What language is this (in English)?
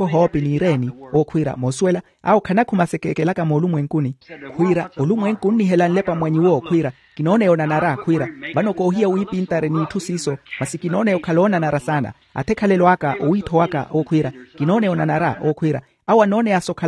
Makhuwa